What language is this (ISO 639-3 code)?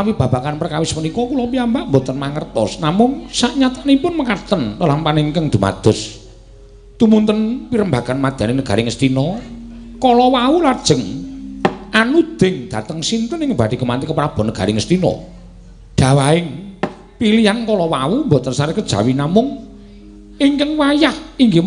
jav